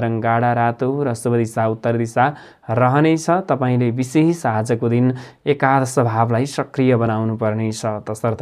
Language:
Nepali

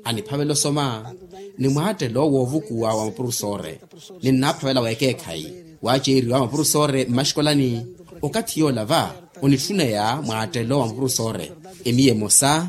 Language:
Makhuwa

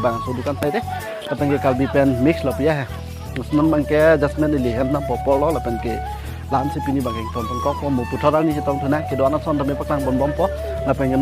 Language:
Karbi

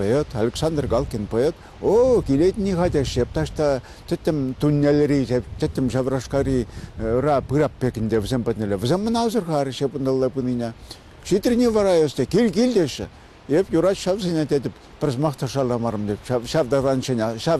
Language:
Chuvash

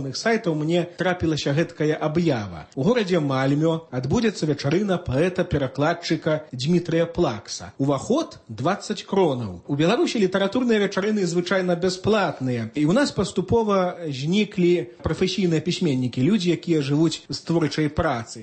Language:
Belarusian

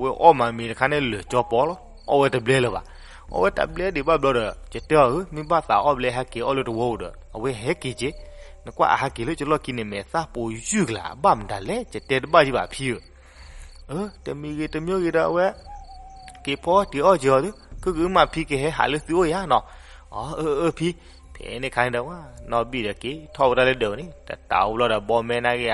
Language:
S'gaw Karen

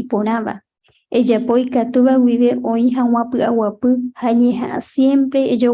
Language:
Guarani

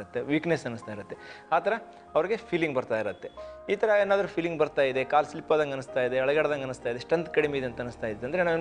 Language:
Kannada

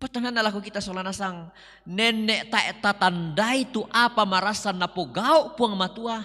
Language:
Toraja-Sa'dan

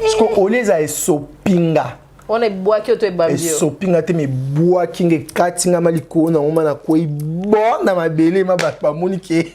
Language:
Lingala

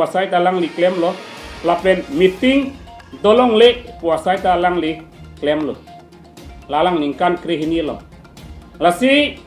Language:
Karbi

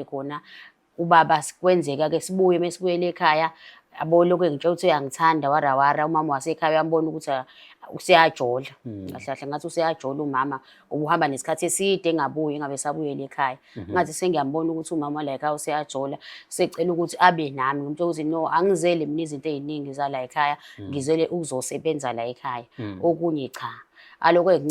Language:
Zulu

